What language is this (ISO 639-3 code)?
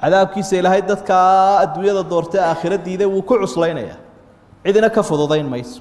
som